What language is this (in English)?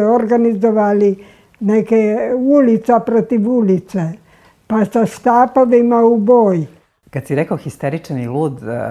Serbian